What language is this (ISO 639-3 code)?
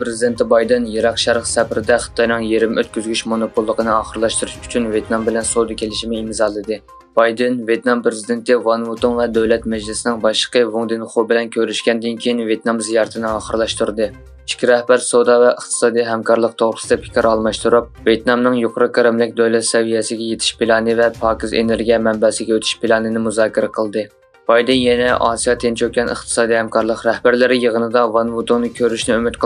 uig